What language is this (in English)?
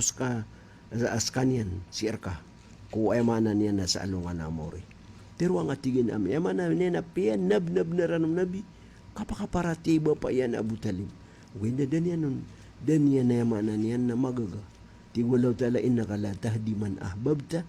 Maranao